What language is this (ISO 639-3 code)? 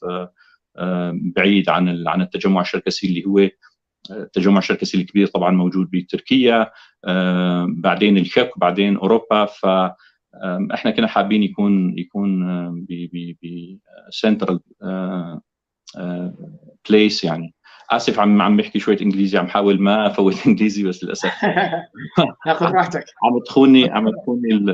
apc